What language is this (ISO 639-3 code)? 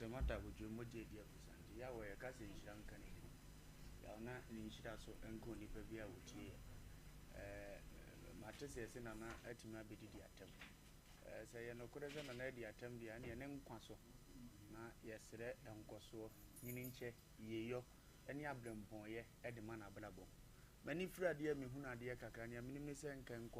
aka